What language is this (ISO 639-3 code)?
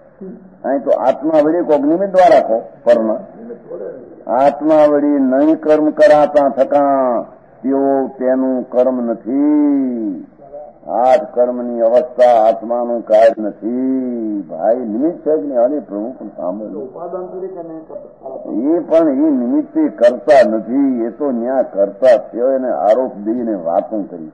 guj